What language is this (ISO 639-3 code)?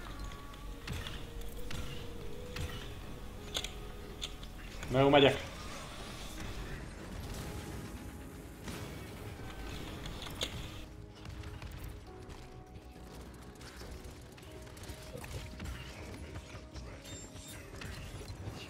hun